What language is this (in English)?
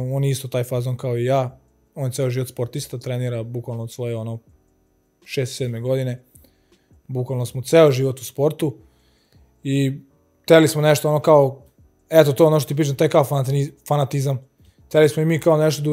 Serbian